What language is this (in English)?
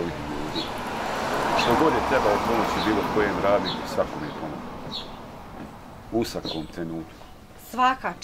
Bosnian